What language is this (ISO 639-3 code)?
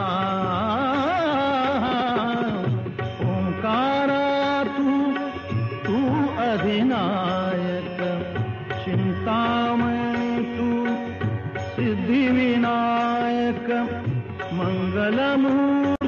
mar